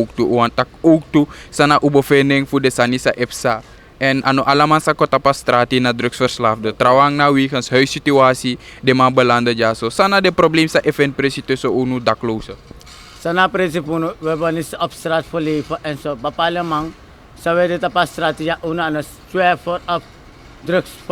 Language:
Sranan Tongo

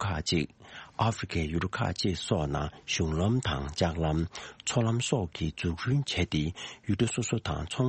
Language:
Tibetan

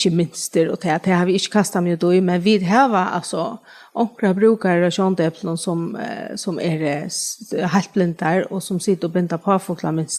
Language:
Faroese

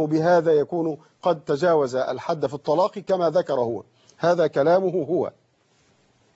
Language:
Arabic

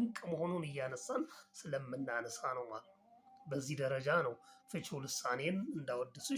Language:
Amharic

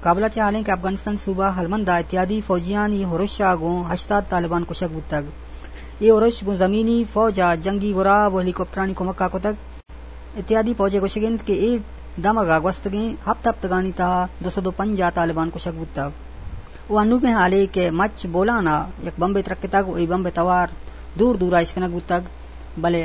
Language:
Eastern Balochi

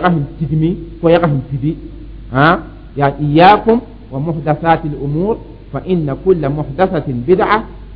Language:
Mossi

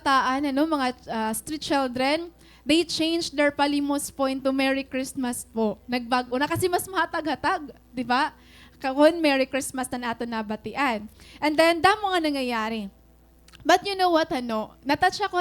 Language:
Waray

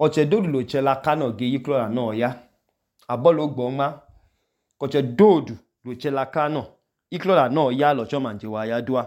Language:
Idoma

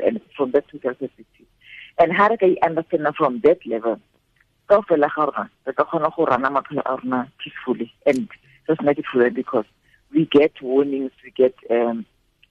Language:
Tswana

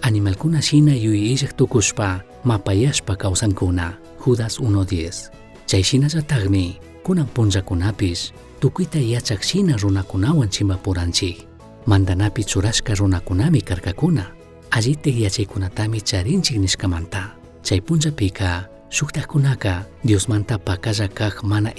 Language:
Chimborazo Highland Quichua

